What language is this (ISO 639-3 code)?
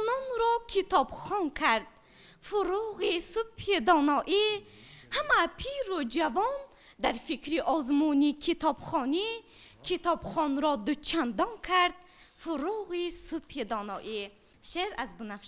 tgk